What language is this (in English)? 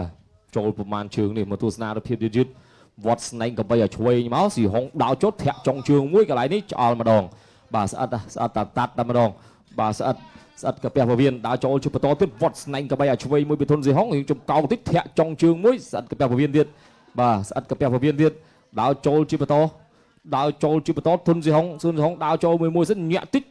Khmer